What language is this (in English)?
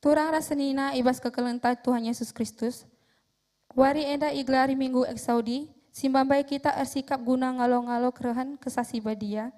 Batak Karo